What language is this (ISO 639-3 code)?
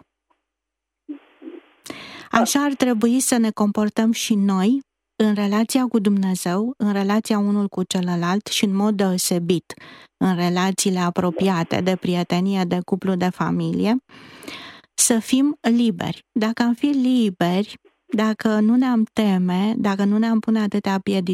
ron